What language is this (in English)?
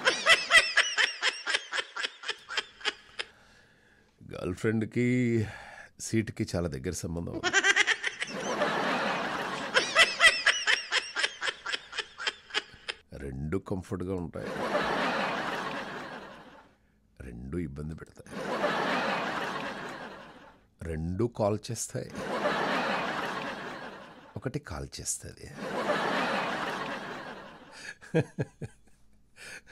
Telugu